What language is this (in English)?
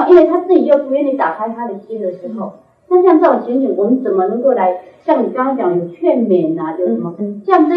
Chinese